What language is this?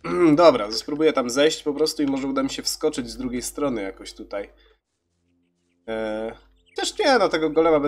Polish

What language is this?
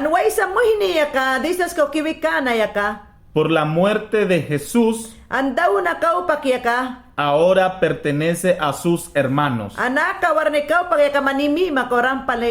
Mayangna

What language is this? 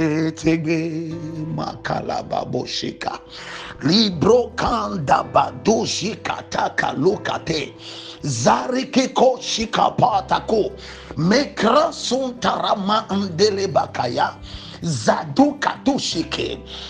Ewe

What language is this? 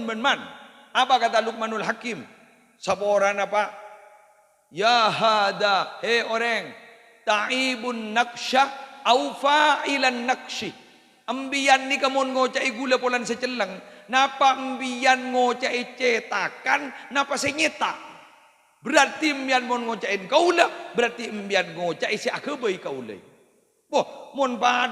Madurese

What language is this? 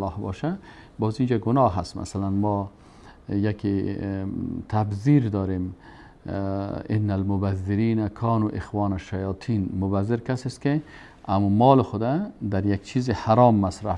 Persian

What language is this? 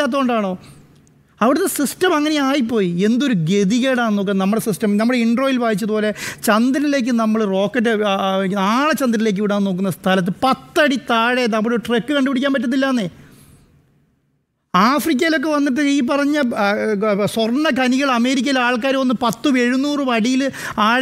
Malayalam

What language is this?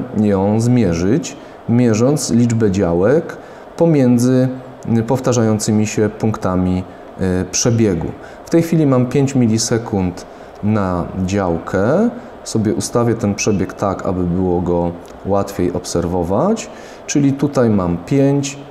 Polish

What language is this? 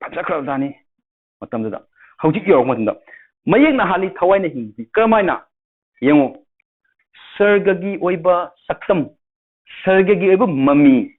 Manipuri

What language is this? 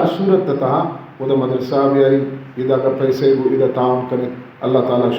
Baluchi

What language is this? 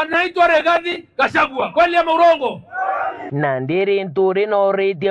Meru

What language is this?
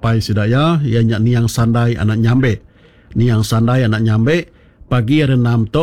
Iban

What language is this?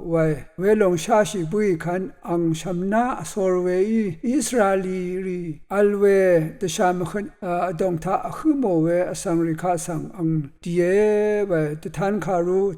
Rawang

